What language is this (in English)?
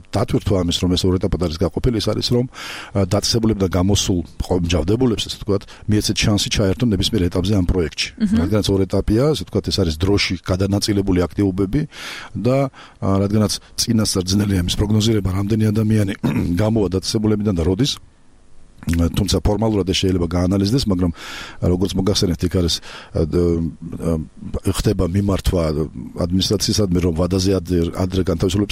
Georgian